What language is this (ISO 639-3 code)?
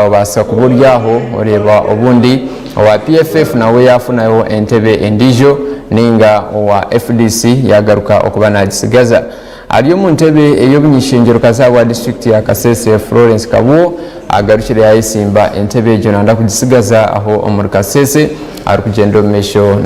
nyn